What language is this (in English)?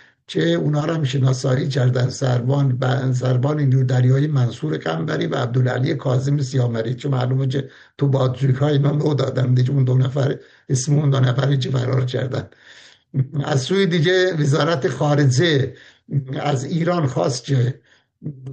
Persian